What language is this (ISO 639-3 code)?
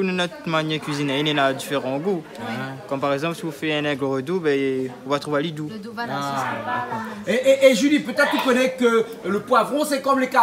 rcf